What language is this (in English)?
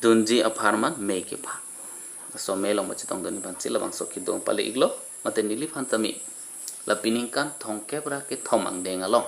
Karbi